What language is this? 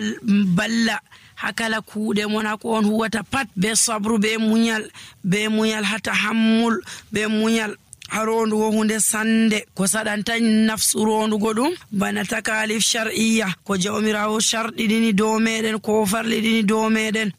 Nigerian Fulfulde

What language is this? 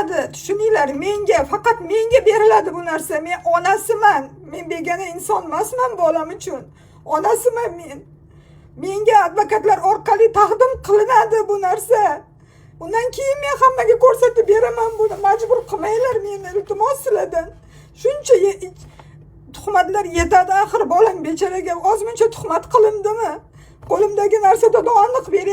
Uzbek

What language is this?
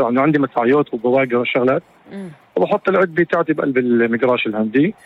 North Levantine Arabic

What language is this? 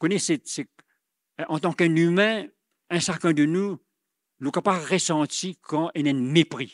Morisyen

